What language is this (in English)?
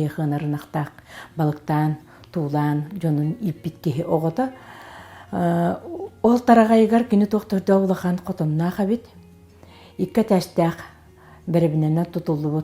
Yakut